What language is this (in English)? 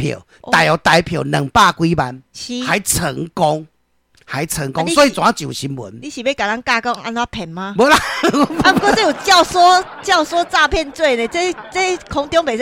Min Nan Chinese